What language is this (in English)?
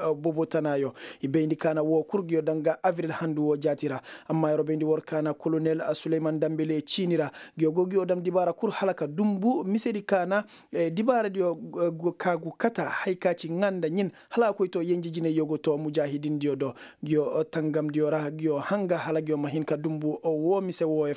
Koyraboro Senni